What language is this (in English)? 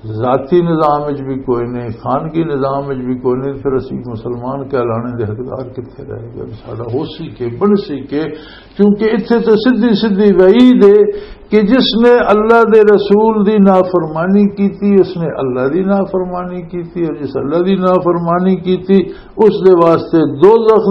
Western Panjabi